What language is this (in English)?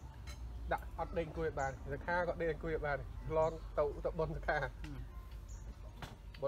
Khmer